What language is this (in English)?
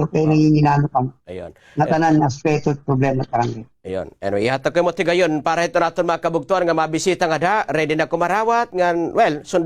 Waray